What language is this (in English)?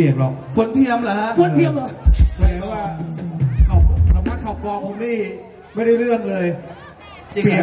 Thai